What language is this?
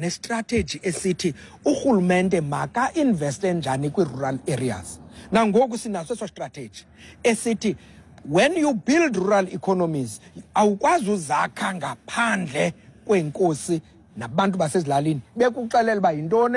Xhosa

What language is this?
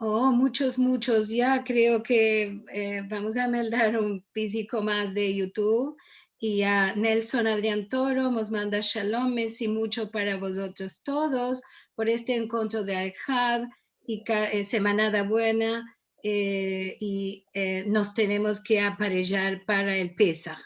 Ladino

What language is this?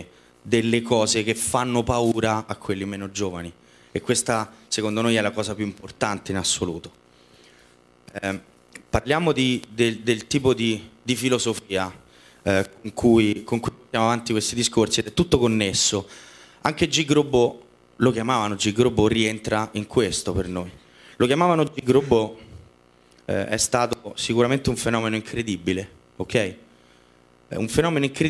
Italian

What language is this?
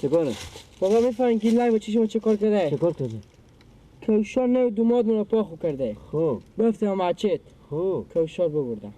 Persian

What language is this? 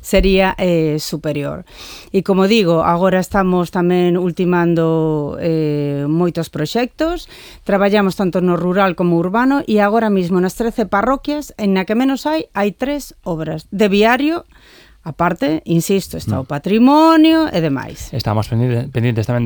Galician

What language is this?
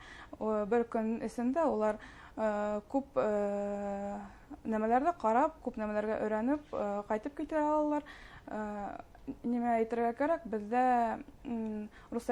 Bashkir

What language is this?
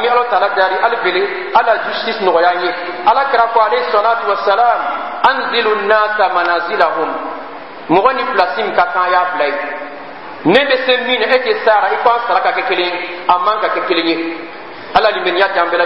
Bambara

